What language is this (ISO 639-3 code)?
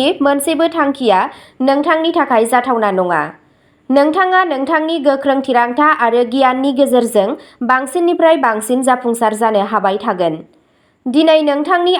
brx